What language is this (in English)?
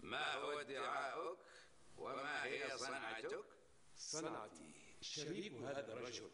North Levantine Arabic